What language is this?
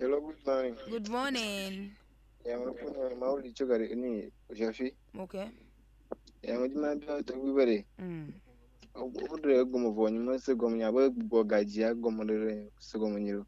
Ewe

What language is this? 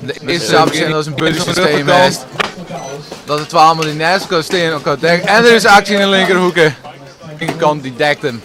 Western Frisian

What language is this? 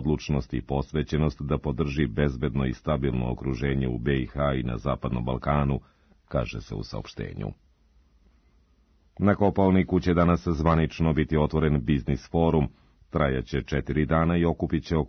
Serbian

